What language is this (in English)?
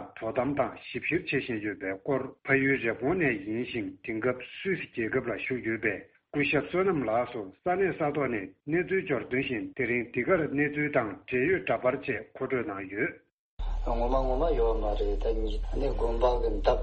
Tibetan